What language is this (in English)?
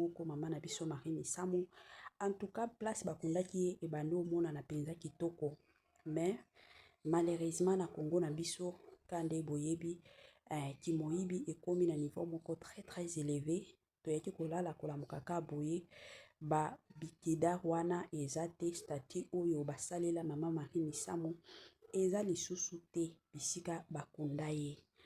Lingala